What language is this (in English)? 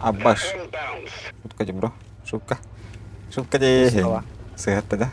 Yakut